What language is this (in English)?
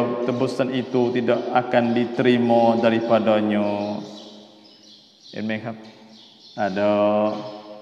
Malay